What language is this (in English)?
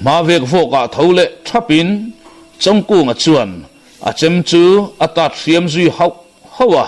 Mizo